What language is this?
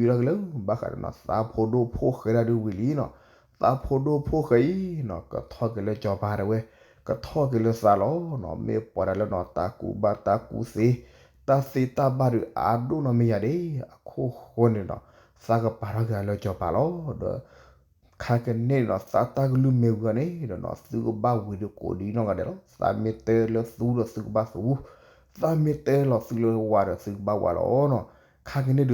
S'gaw Karen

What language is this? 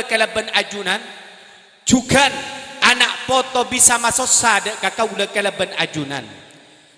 Madurese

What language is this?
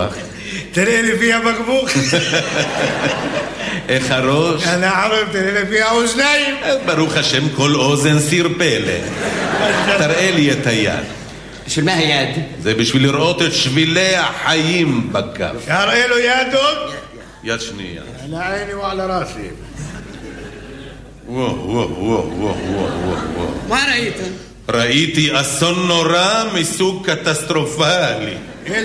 Hebrew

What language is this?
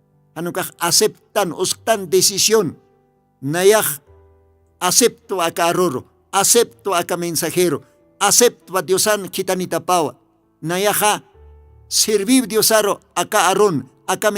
Aymara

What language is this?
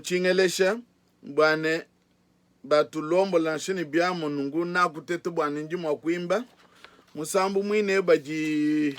Luba-Lulua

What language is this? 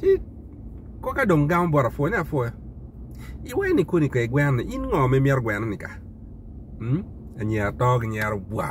Acoli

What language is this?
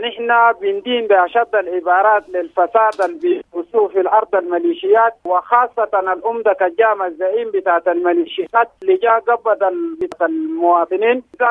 Sudanese Arabic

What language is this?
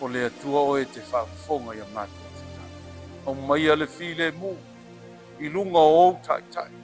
Samoan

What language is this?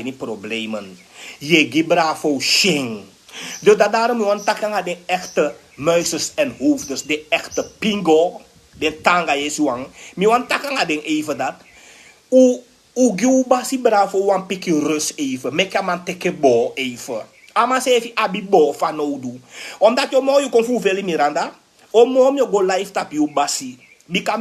Sranan Tongo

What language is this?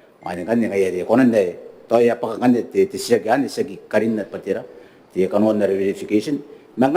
Gilbertese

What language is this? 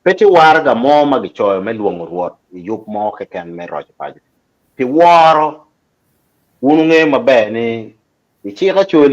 Acoli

